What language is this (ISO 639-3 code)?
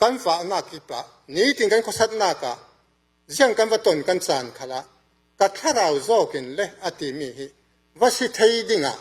cfm